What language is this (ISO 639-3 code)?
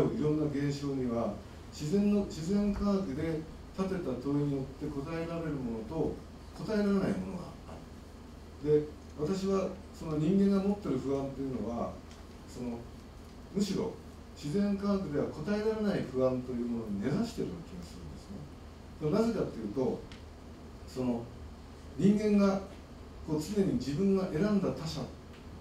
jpn